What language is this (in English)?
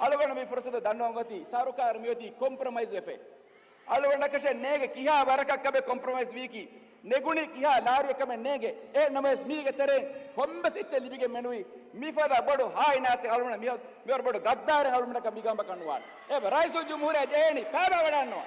Divehi